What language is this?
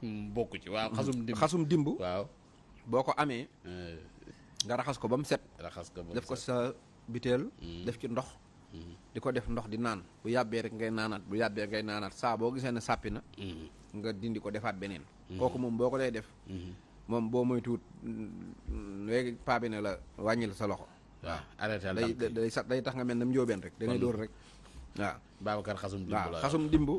Wolof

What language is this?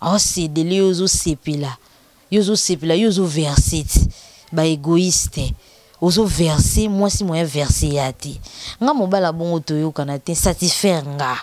Lingala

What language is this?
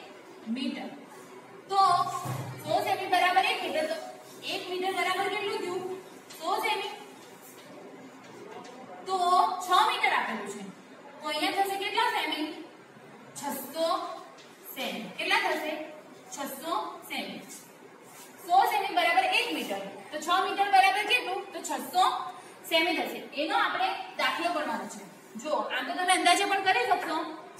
Gujarati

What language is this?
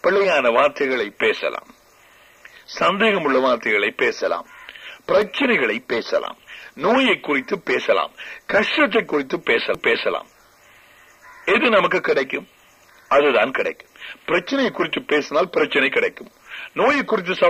Tamil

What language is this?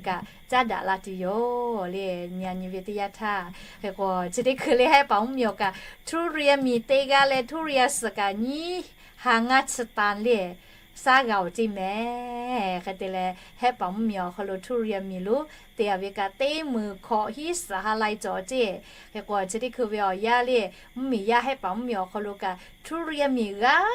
Lahu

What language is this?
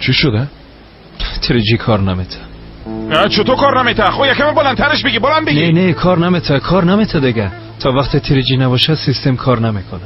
Persian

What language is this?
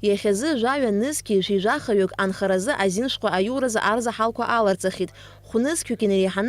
Abkhazian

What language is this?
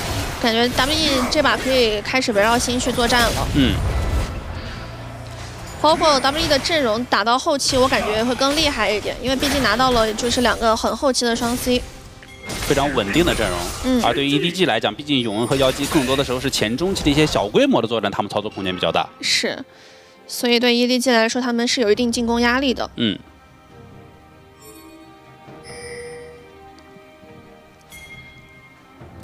Chinese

